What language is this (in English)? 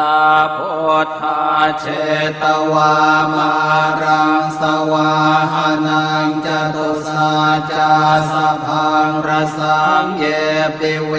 Pali